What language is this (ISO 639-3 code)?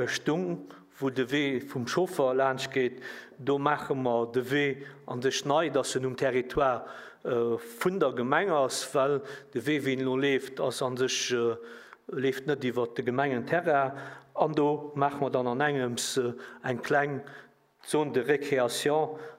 ltz